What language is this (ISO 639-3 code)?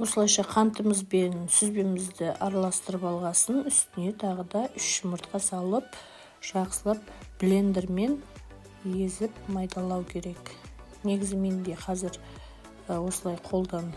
kaz